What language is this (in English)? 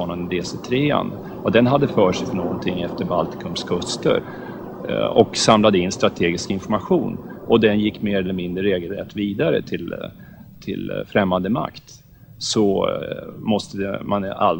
Swedish